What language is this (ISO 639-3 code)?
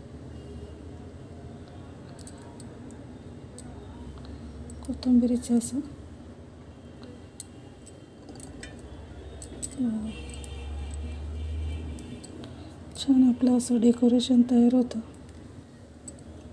mar